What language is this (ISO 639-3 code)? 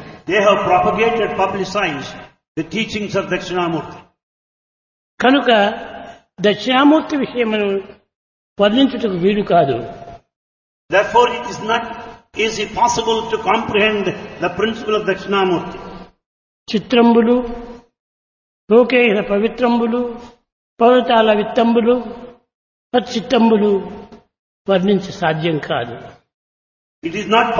tel